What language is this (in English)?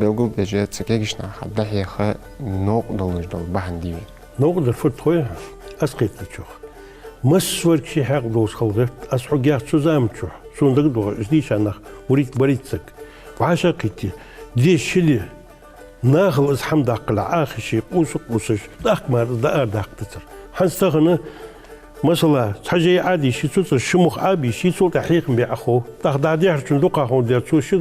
Ingush